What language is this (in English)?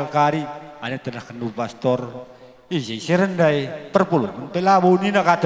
Batak Karo